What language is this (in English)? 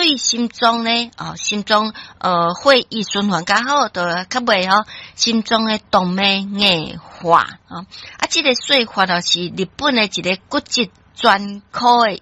Min Nan Chinese